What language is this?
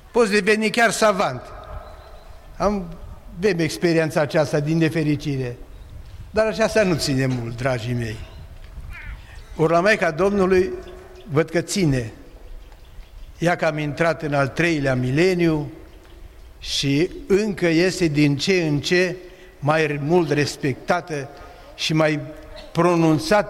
Romanian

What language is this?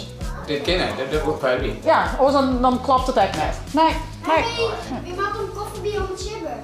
Western Frisian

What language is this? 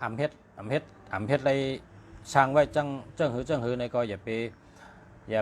Shan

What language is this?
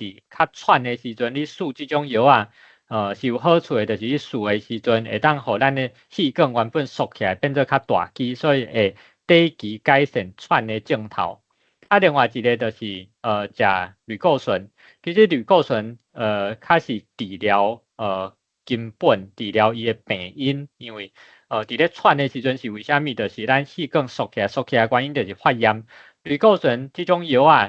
Min Nan Chinese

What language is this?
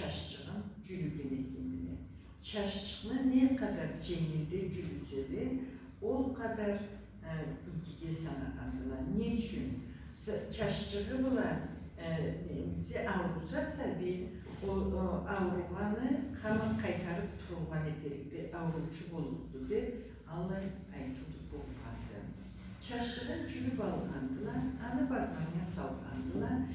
Karachay-Balkar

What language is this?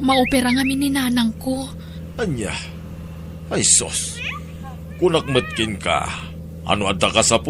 Iloko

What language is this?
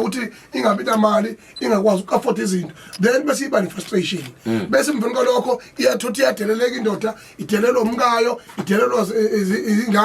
Zulu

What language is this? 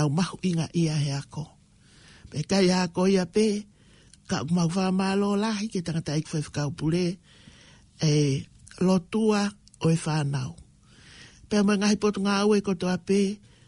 Tongan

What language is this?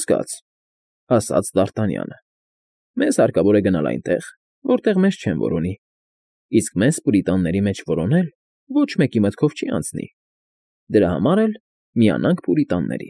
Armenian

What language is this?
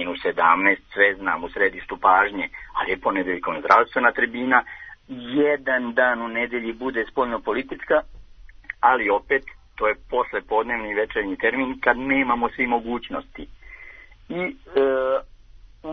Serbian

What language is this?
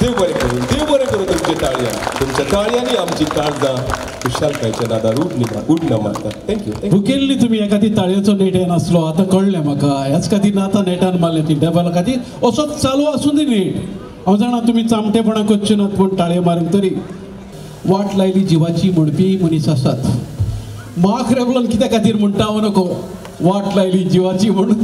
Konkani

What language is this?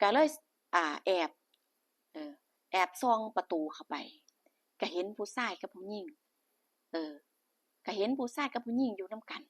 Northeastern Thai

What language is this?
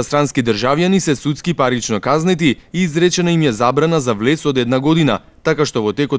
Macedonian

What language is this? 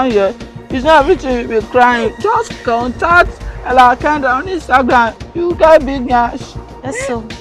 Nigerian Pidgin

